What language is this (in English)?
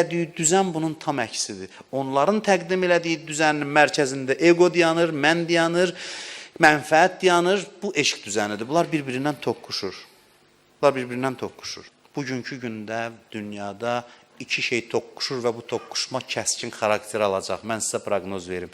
Azerbaijani